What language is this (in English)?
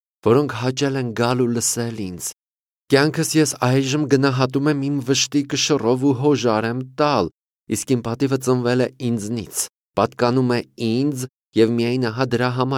Armenian